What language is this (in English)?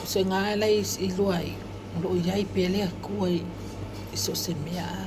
Samoan